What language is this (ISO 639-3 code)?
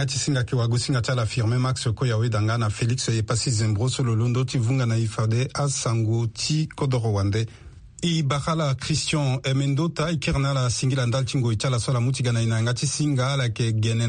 sag